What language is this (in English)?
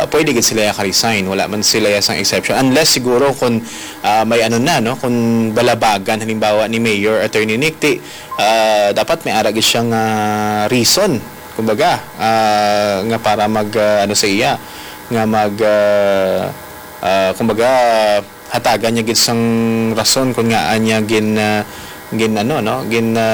Hiligaynon